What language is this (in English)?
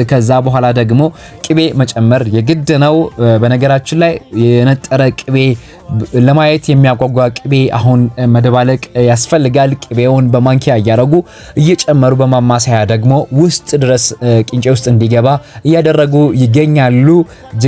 Amharic